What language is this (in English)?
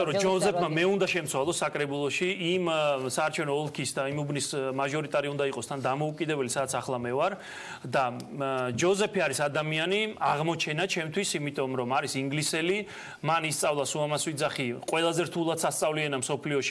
Georgian